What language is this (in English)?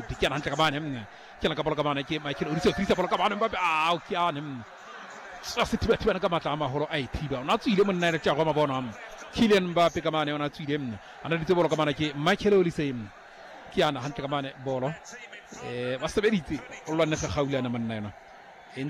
Southern Sotho